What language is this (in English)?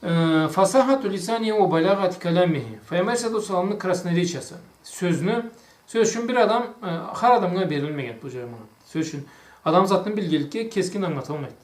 Karachay-Balkar